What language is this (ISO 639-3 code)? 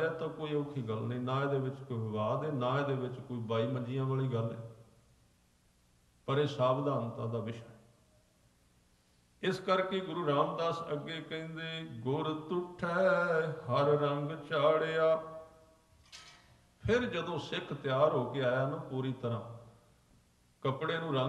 pan